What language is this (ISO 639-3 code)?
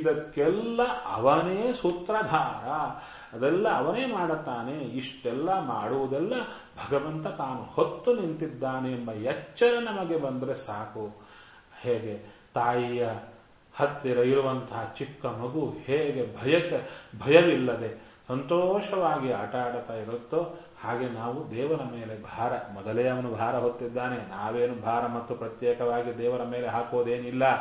kan